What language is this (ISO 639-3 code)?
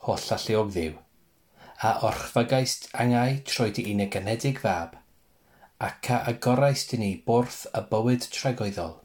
cym